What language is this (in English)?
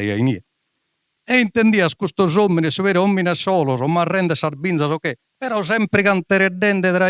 Sardinian